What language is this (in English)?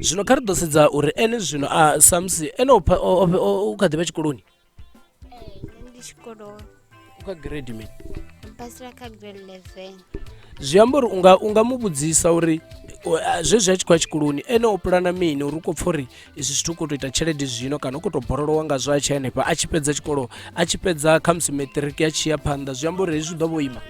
Venda